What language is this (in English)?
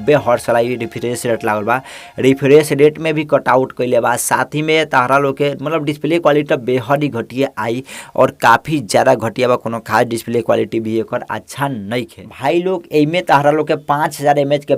Bhojpuri